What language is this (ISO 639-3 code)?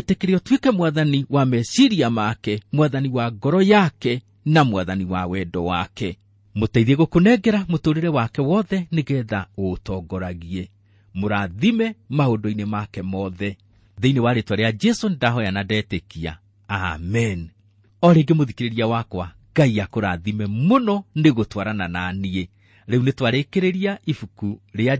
kik